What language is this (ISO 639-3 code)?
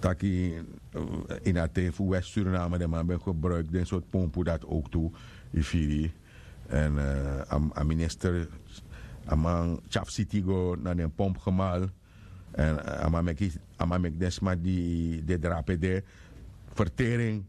srn